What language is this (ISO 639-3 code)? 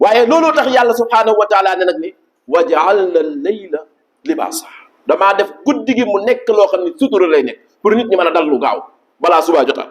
wol